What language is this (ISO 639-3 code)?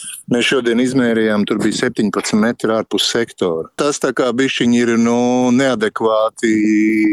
lav